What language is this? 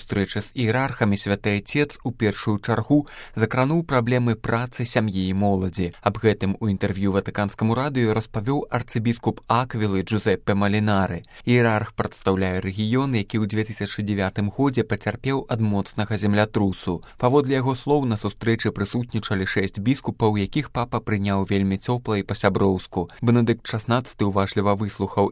Belarusian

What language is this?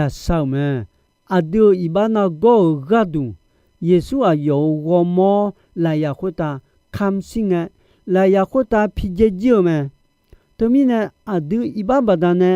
Akha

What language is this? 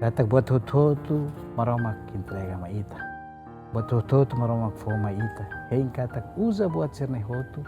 Tetum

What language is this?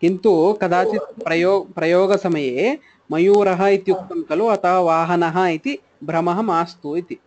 Sanskrit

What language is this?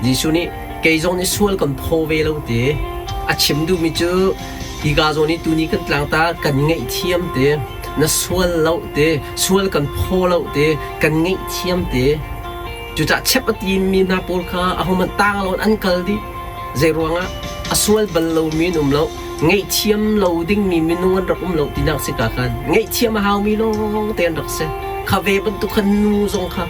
Hakha Chin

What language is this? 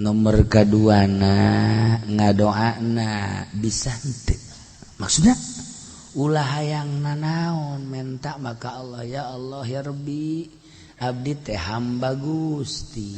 Sundanese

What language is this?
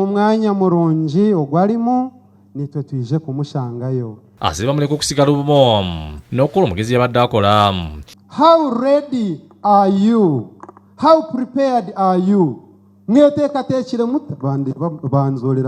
Ganda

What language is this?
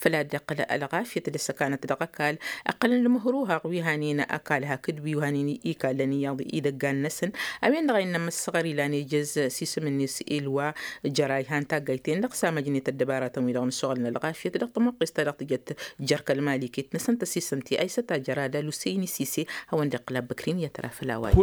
Tamasheq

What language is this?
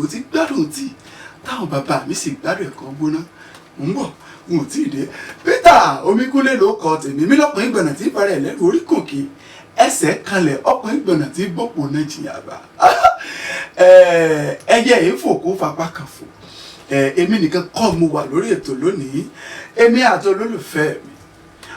Yoruba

